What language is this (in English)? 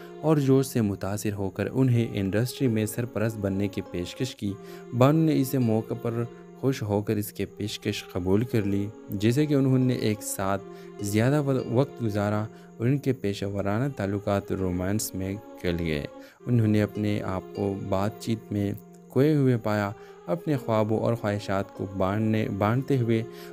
Urdu